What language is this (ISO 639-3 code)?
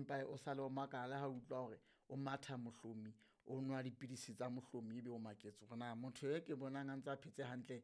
sot